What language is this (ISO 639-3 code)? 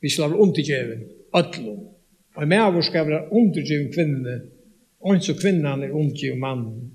fao